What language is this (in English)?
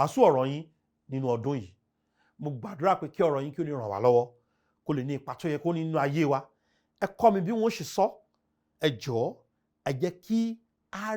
Yoruba